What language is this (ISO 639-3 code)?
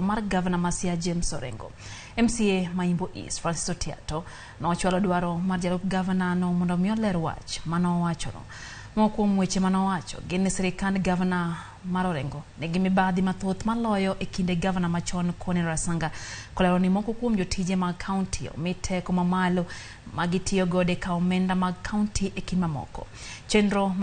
luo